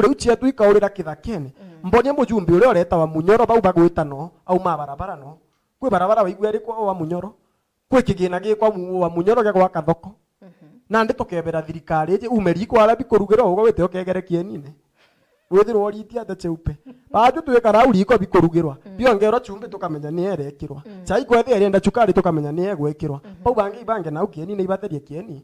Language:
Meru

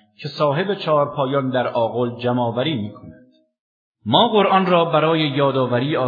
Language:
Persian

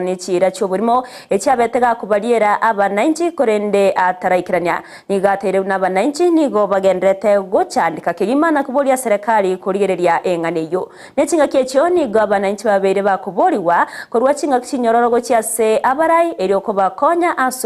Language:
Gusii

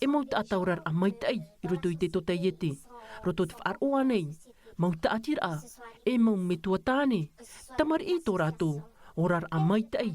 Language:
Tahitian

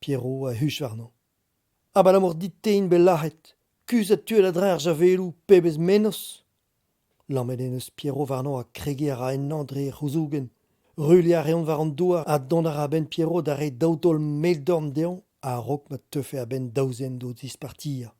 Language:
Breton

